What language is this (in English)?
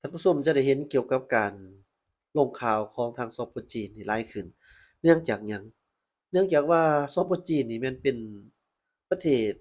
Lao